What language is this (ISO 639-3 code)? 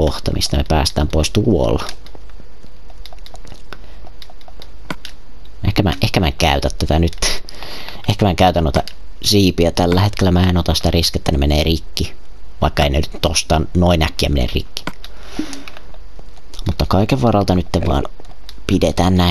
fin